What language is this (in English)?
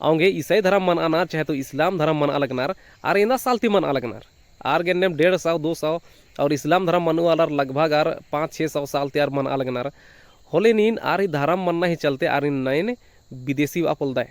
Kurukh